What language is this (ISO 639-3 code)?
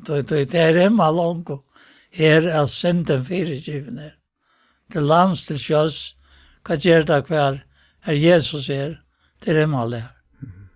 fao